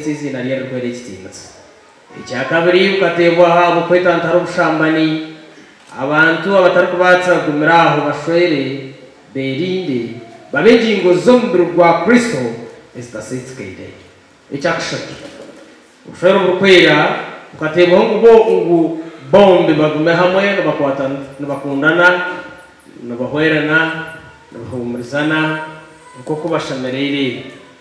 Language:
Nyankole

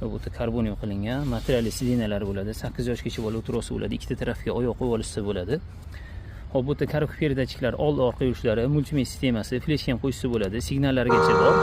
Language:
Uzbek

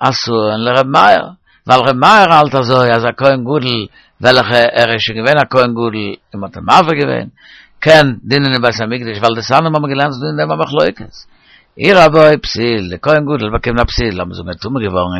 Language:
Yiddish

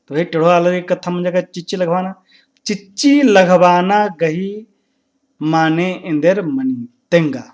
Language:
Kurukh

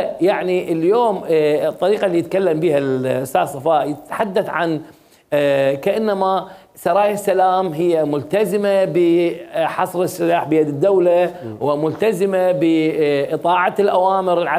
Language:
Mesopotamian Arabic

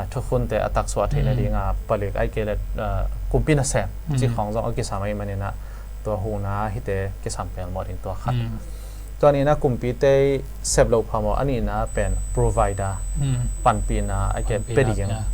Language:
Tedim Chin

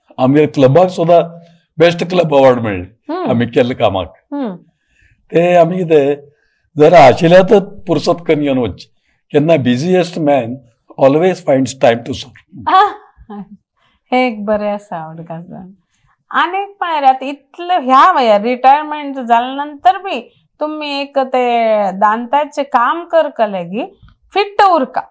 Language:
Konkani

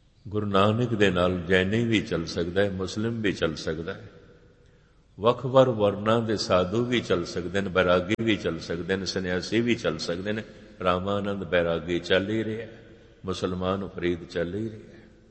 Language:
Punjabi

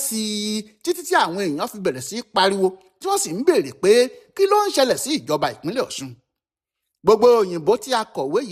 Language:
Yoruba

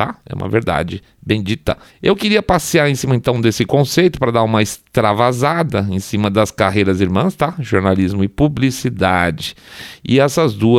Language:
Portuguese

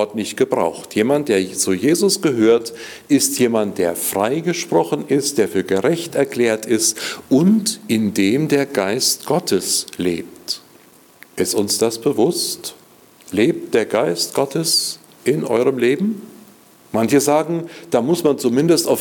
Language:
German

